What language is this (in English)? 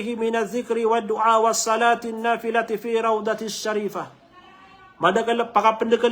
Maranao